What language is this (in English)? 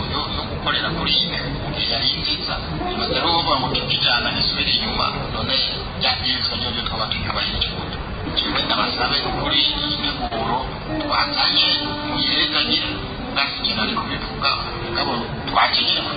Rundi